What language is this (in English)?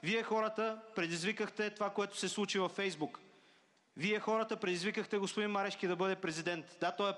Bulgarian